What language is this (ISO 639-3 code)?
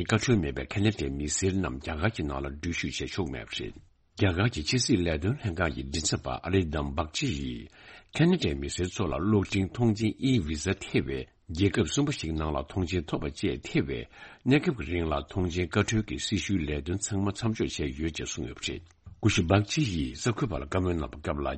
bod